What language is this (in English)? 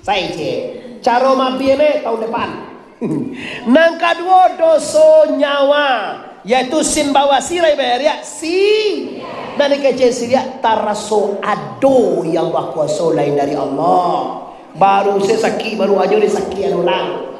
Minangkabau